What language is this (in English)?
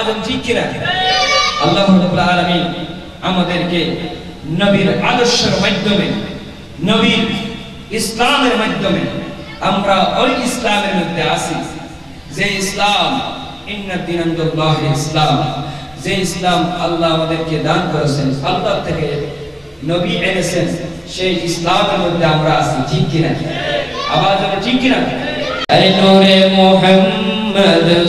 Bangla